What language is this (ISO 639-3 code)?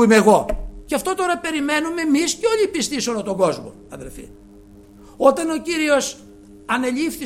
ell